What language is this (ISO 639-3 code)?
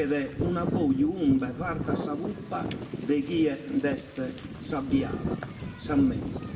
srd